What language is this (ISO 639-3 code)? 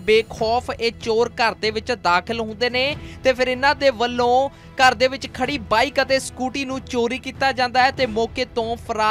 pan